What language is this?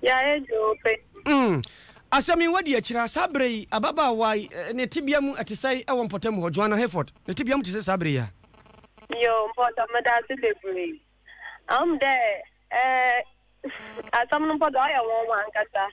Akan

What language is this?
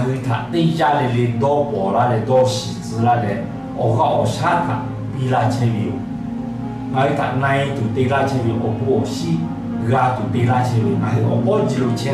Lahu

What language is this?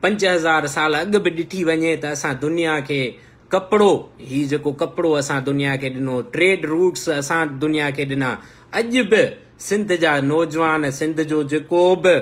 Sindhi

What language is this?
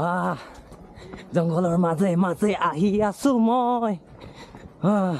Assamese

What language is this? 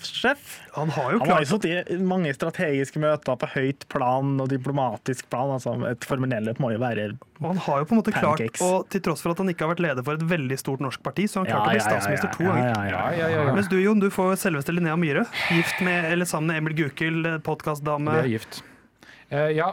Norwegian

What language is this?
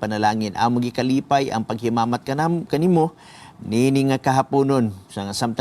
Cebuano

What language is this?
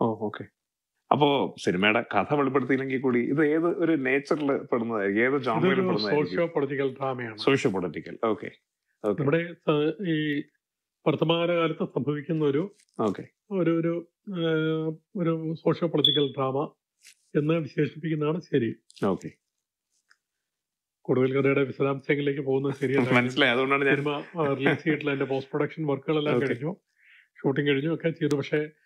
Malayalam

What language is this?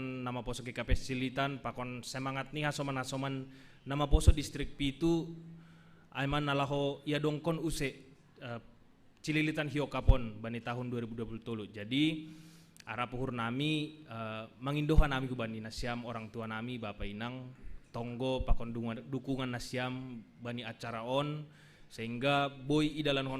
Batak Simalungun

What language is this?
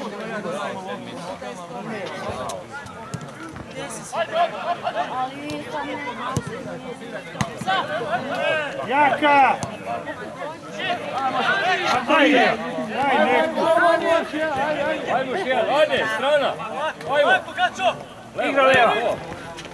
Serbian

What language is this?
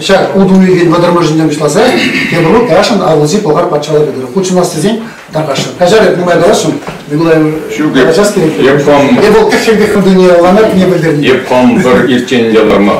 Chuvash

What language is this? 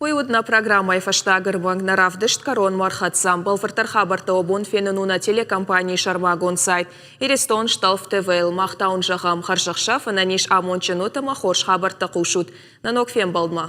Ossetic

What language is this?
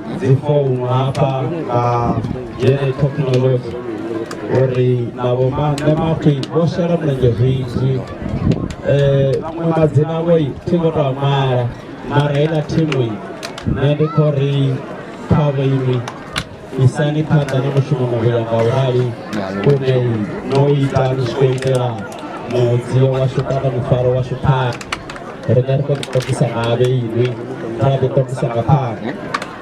Venda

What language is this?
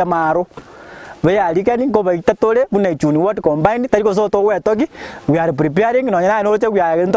Gusii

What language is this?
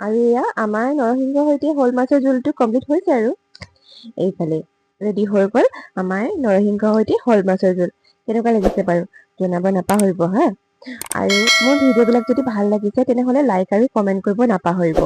Assamese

